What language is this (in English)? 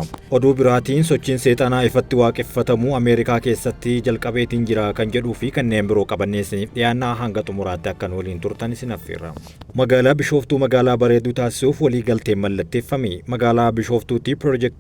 Oromo